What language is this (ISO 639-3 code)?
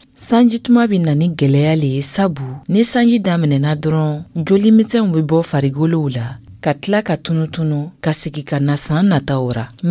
dyu